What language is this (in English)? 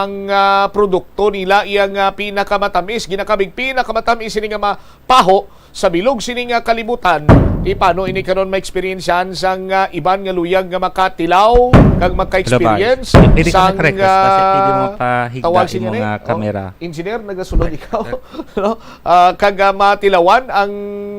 Hiligaynon